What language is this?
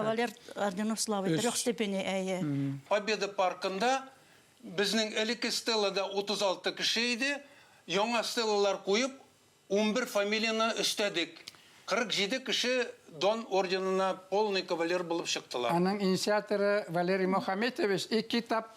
Bashkir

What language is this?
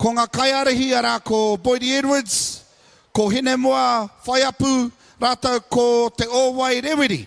Māori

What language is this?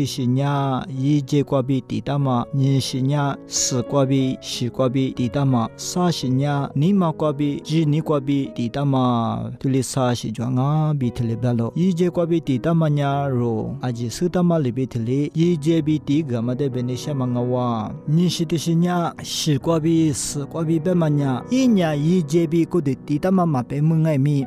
Lisu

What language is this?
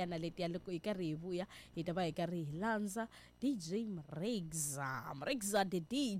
Tsonga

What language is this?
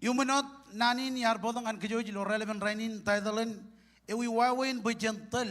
Marshallese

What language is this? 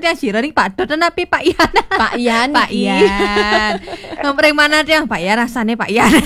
Balinese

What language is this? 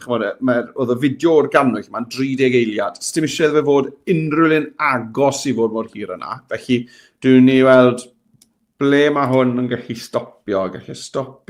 Welsh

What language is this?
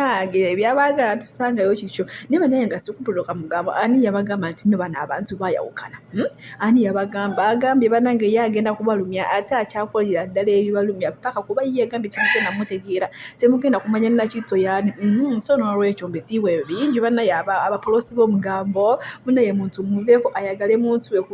Ganda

